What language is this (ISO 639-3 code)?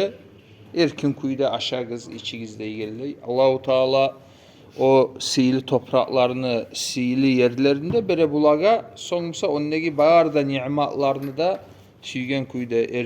kum